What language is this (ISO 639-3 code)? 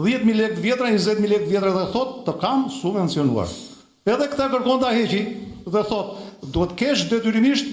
sqi